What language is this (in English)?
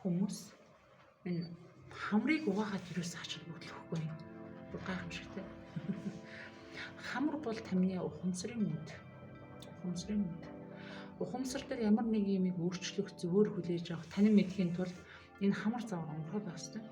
Mongolian